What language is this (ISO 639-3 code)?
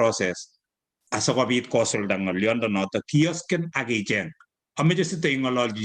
kln